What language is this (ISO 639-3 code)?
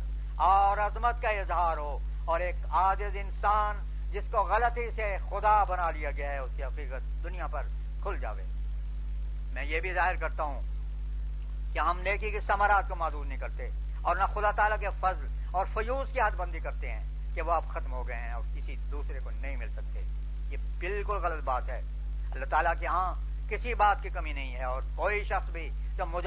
urd